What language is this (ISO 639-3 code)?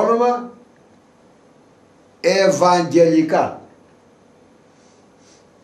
ell